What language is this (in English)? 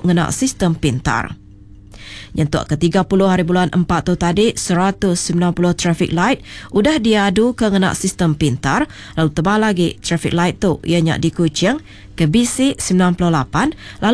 Iban